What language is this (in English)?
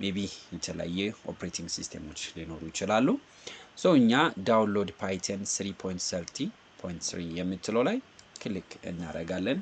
Amharic